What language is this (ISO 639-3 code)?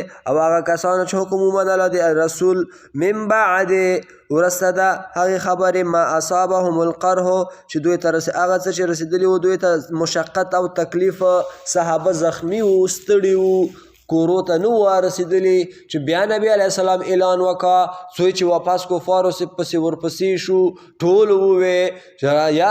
pus